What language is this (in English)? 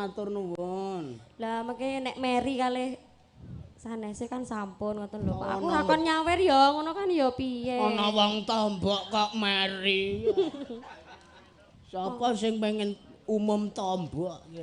Javanese